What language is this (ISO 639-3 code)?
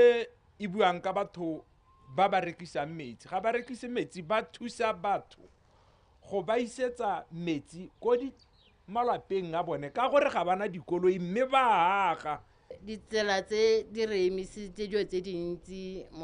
tsn